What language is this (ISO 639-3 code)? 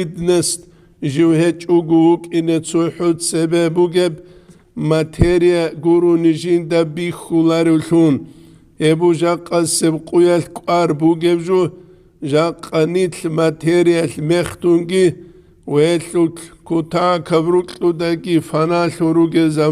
ava